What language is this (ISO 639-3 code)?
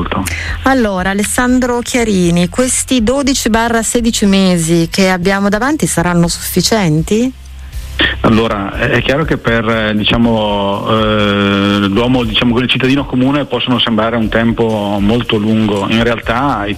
ita